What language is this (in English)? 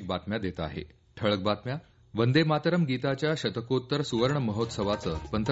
Marathi